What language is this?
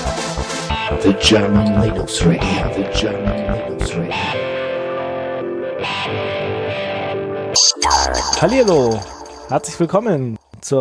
German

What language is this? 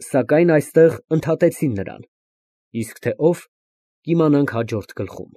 Armenian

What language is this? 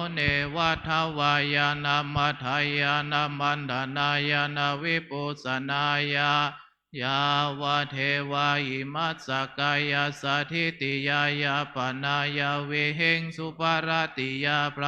Pali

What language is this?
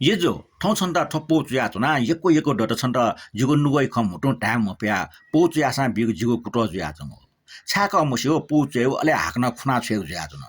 Newari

